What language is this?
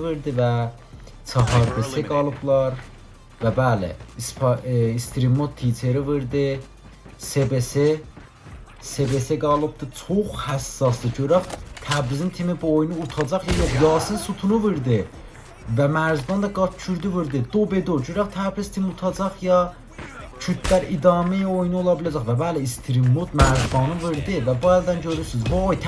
South Azerbaijani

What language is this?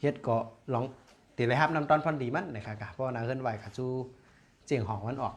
Shan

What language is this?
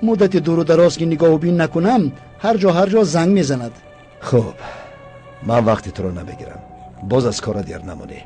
Tajik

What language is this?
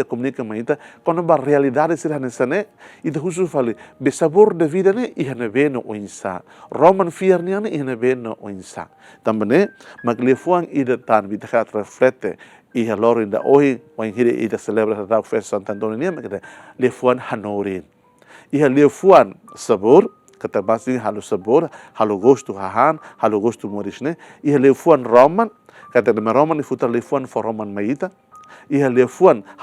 Tetum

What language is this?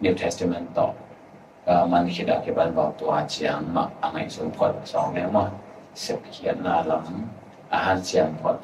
Tedim Chin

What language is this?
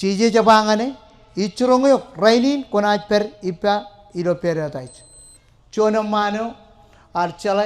Marshallese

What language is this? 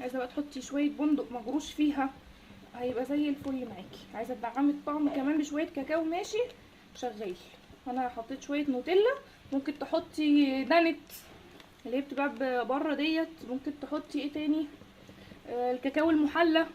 Egyptian Arabic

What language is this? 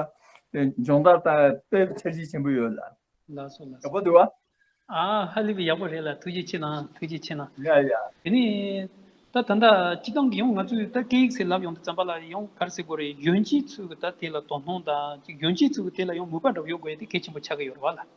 Tibetan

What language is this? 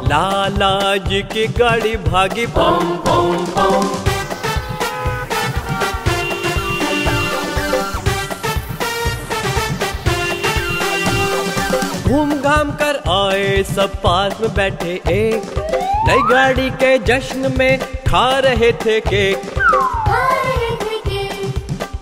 Hindi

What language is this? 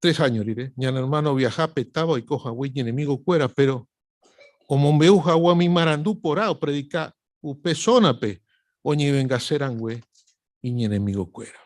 Guarani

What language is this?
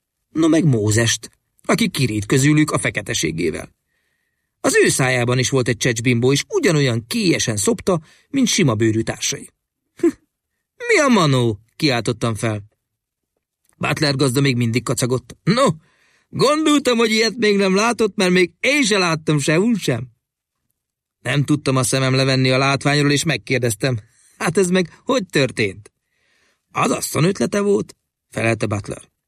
Hungarian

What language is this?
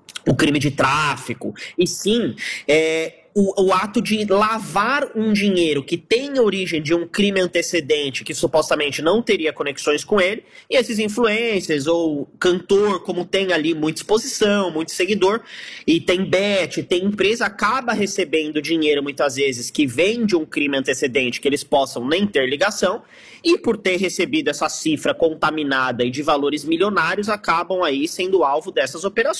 Portuguese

